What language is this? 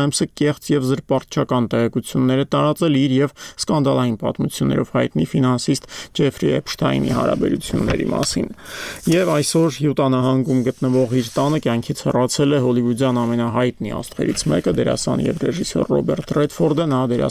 Armenian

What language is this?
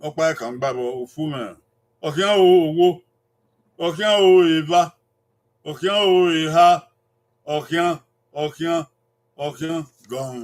Bini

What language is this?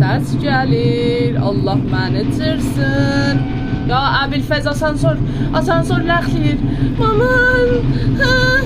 South Azerbaijani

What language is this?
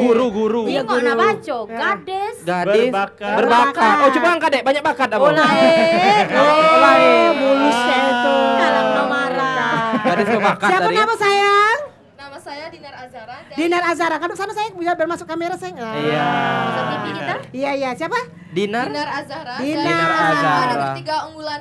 Musi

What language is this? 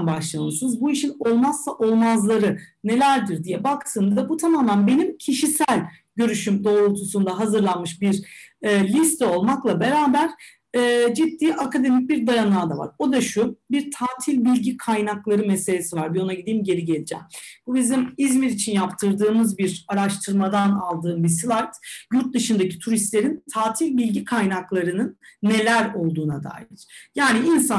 Turkish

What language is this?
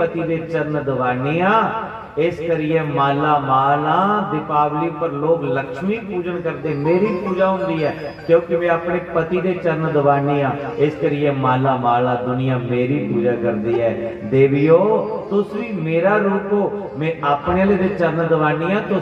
Dogri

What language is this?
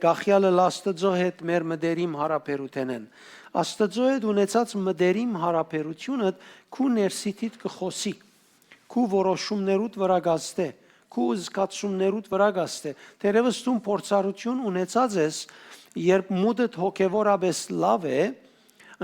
Western Armenian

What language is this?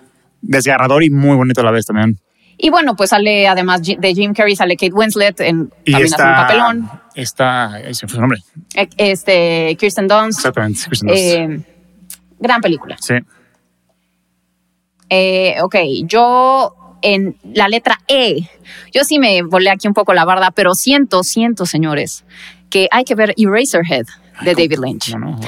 Spanish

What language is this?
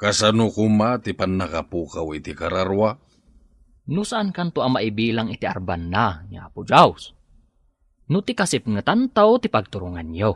Iloko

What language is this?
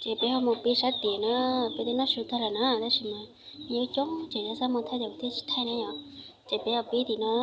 Hmong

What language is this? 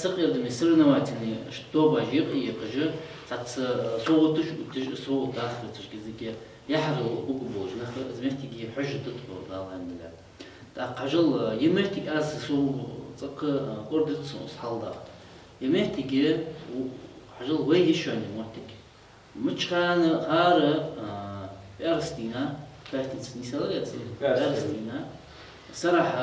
Ingush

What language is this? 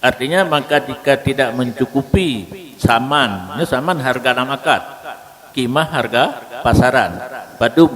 Achinese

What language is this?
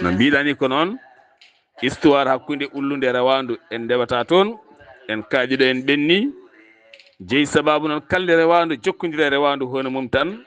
Fula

